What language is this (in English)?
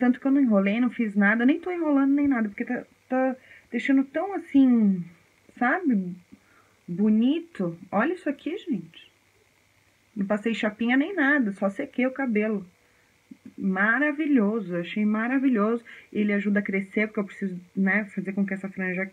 Portuguese